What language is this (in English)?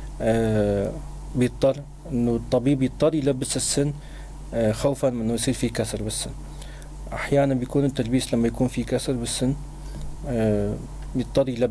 North Levantine Arabic